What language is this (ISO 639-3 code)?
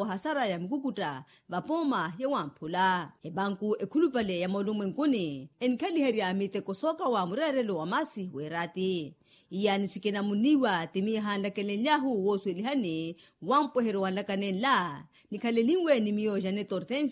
vmw